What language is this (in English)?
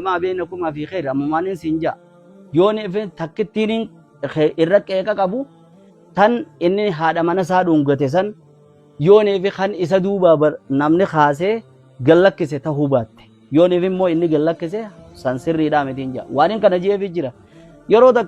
Oromo